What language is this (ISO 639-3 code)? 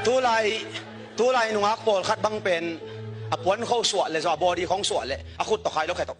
ctd